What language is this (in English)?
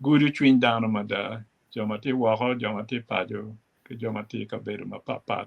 Acoli